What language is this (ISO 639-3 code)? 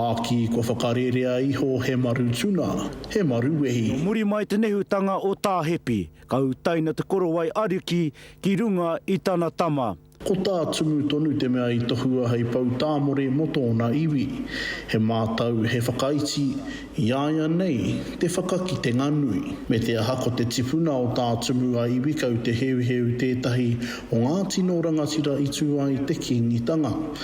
mri